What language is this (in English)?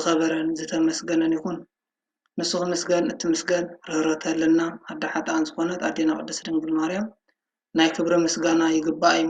Tigrinya